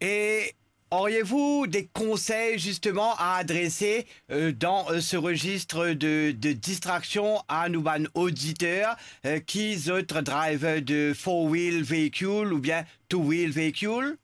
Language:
Morisyen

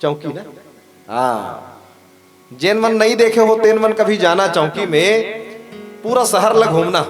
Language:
Chhattisgarhi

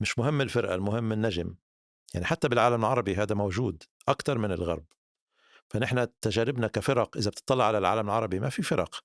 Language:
North Levantine Arabic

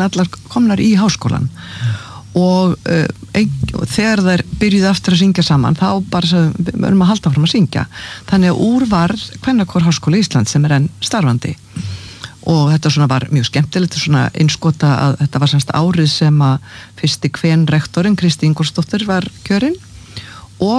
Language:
Icelandic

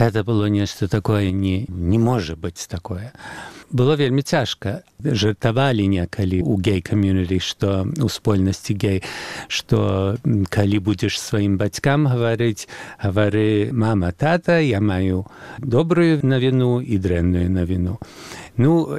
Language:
Belarusian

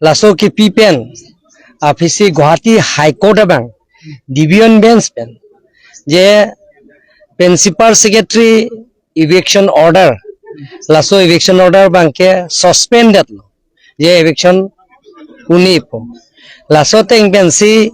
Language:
Karbi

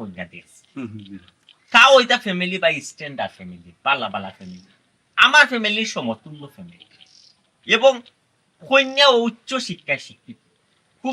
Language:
Sylheti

